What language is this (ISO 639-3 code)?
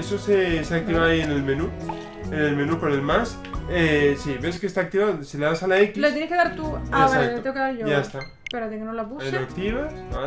spa